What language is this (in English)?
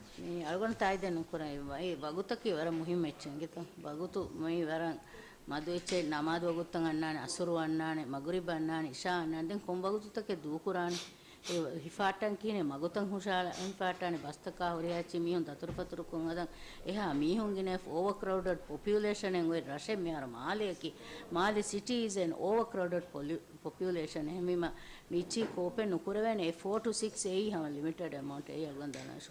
Divehi